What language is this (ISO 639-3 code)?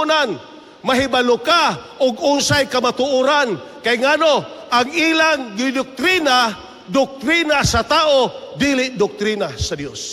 ceb